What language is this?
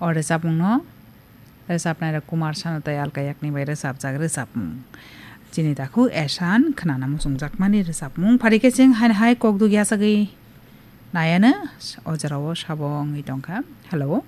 Kok Borok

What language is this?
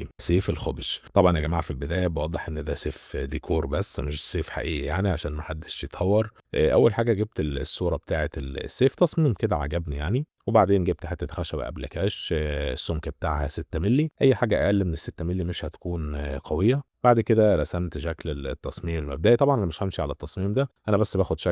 Egyptian Arabic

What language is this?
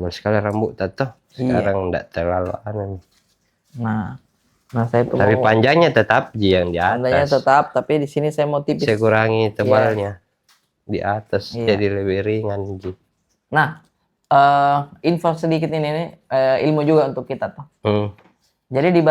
Makassar Malay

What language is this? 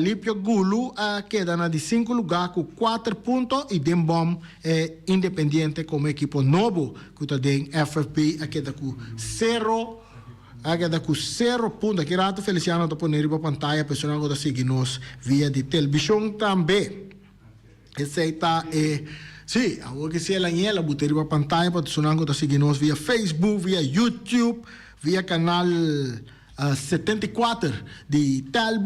Papiamento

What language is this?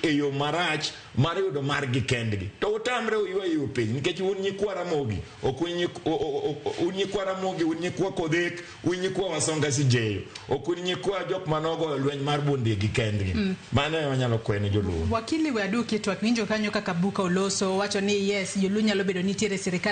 Luo (Kenya and Tanzania)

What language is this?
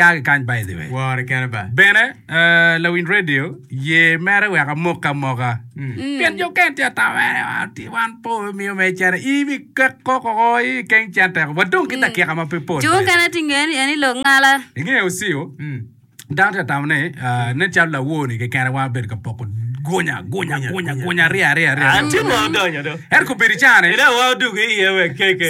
Acoli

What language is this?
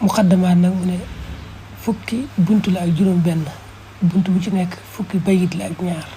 Wolof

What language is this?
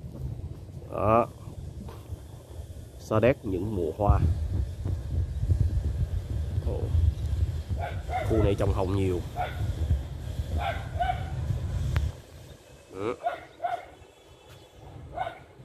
Vietnamese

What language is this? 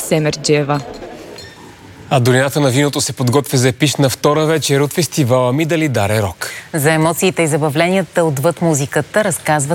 Bulgarian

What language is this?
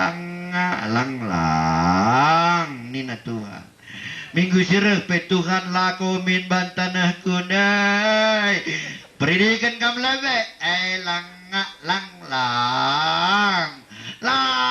Batak Karo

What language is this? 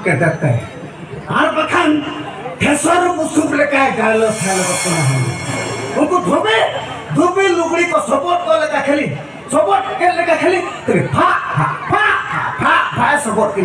Santali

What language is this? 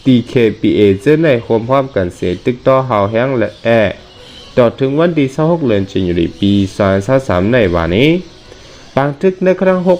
Shan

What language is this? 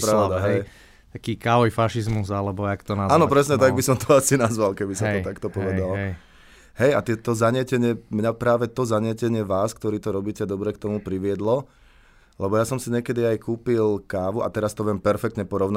Slovak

